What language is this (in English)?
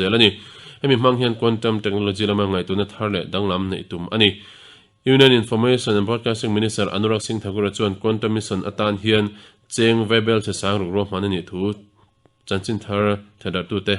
Mizo